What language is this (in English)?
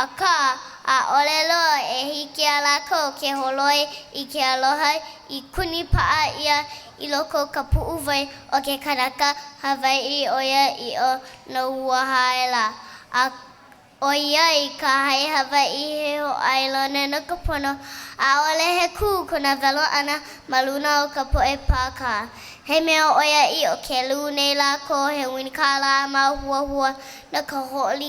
Hawaiian